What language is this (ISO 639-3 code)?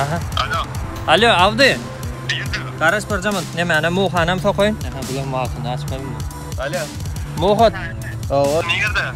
tuk